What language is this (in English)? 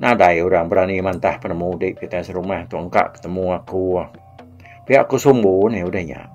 Iban